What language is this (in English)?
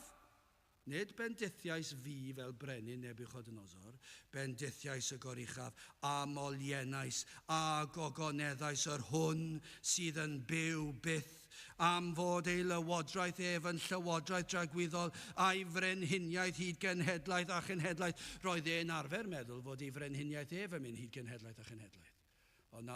Welsh